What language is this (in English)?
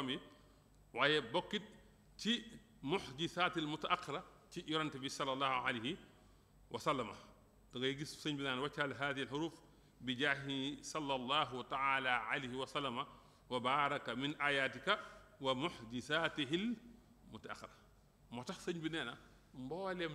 Wolof